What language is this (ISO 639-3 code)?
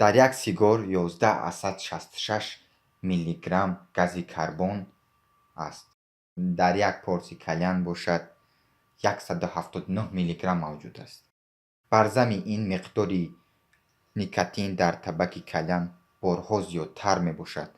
tgk